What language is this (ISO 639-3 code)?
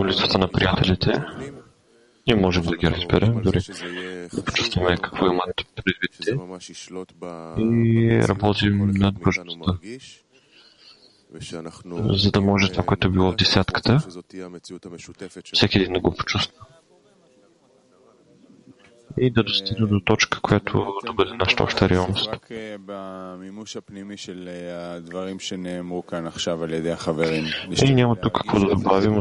bul